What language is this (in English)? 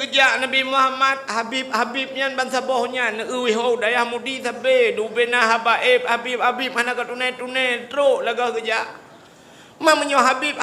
Achinese